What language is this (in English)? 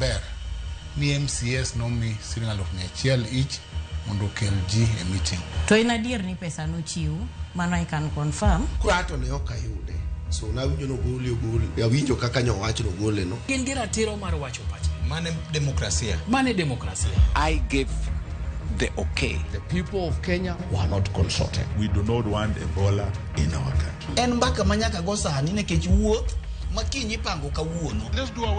Luo (Kenya and Tanzania)